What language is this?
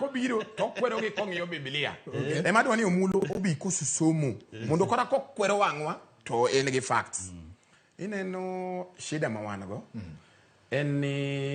Luo (Kenya and Tanzania)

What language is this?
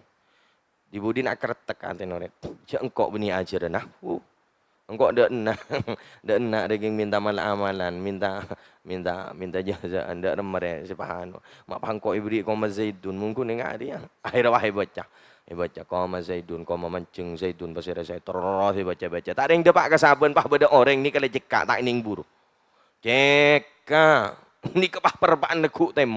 Madurese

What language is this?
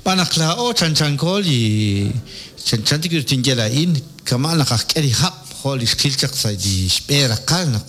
Kekchí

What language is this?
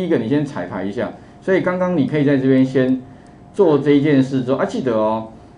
Chinese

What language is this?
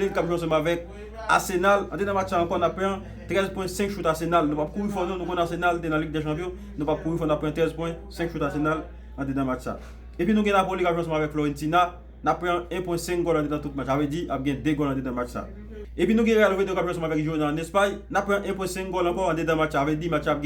Haitian Creole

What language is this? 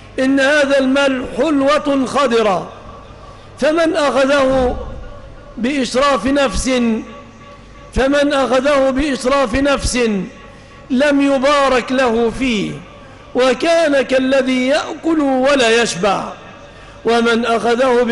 Arabic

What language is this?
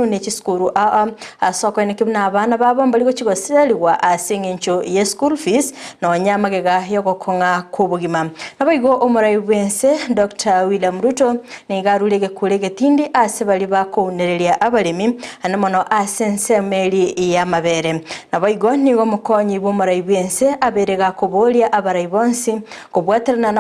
Gusii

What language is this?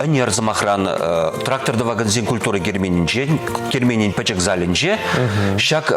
Chuvash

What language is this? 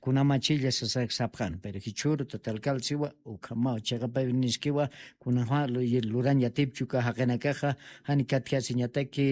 Aymara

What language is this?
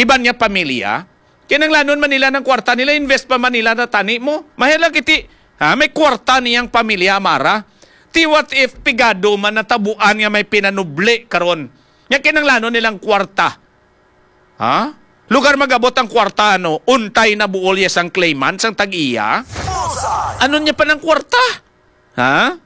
Hiligaynon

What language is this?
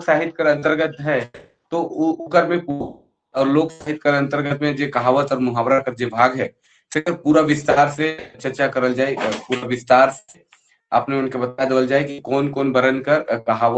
Sadri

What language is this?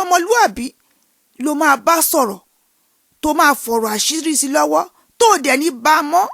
Yoruba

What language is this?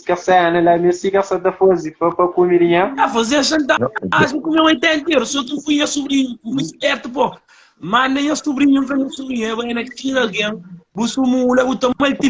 Kabuverdianu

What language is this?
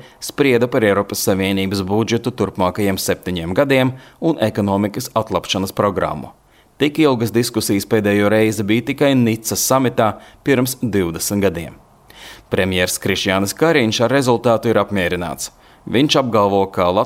Latvian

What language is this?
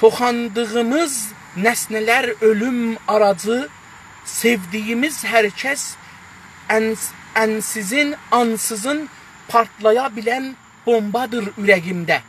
South Azerbaijani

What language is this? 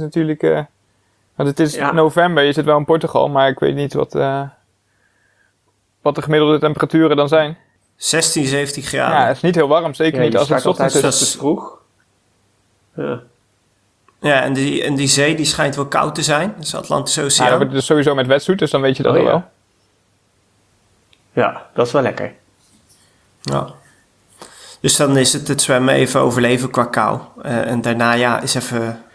Dutch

